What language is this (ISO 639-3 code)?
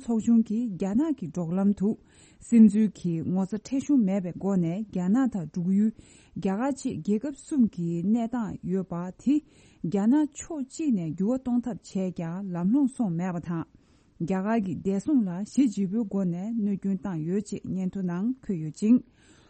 bod